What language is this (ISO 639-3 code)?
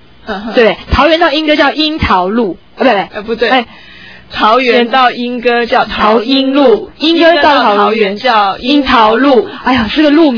zho